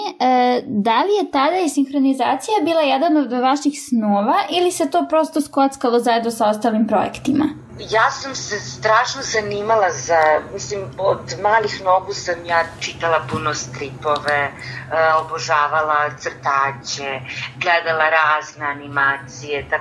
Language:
Serbian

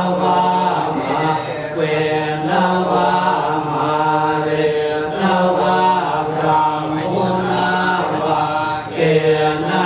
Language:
Pali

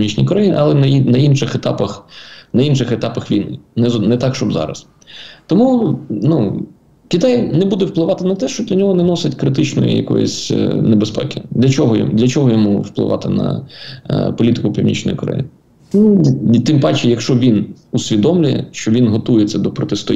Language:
Ukrainian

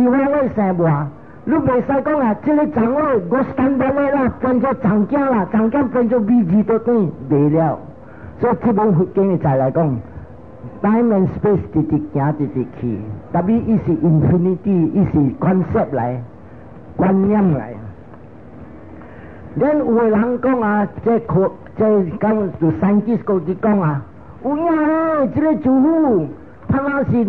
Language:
Min Nan Chinese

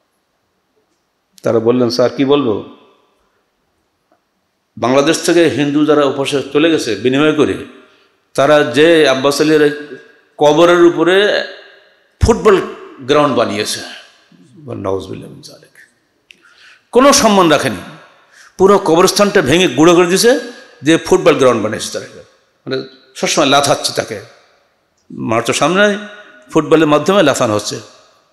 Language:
Bangla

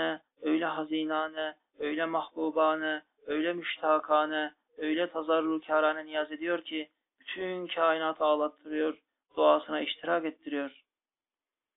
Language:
Turkish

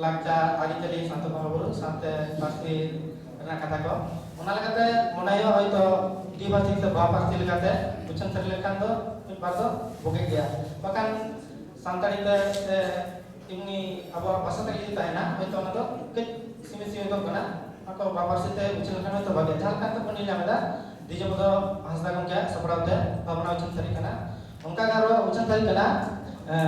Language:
Santali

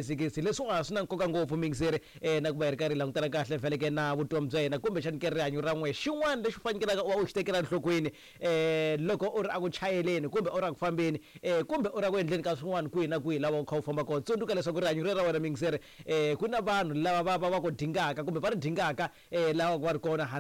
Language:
Tsonga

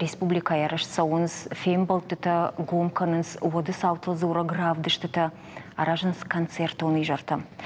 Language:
Ossetic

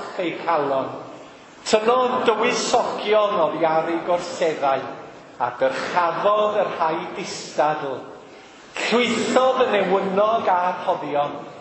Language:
Welsh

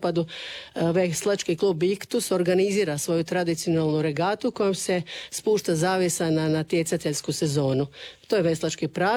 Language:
Croatian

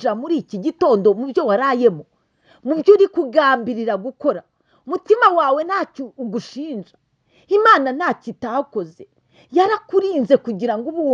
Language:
Kinyarwanda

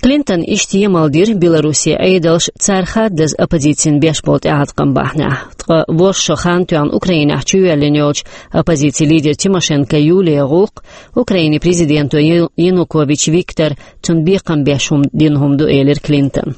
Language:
Chechen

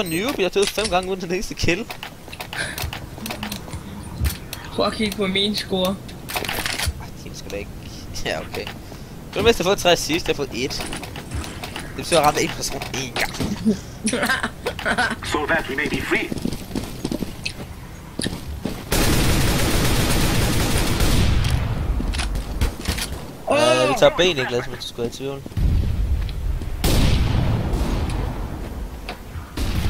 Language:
Danish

